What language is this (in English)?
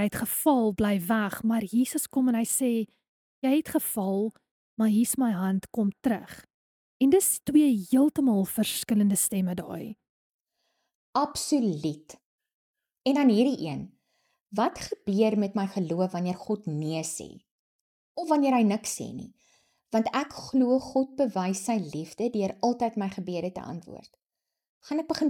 Afrikaans